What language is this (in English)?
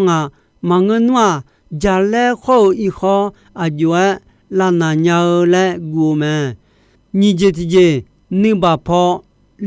Akha